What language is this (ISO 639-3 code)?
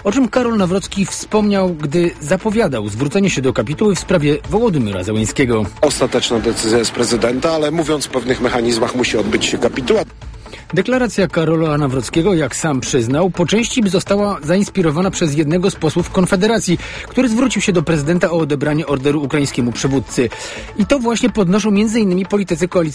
pol